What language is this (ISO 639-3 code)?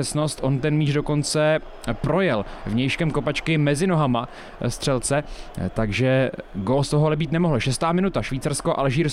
ces